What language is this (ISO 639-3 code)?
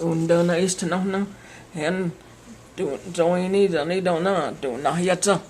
chr